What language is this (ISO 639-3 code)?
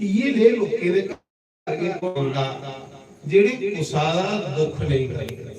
doi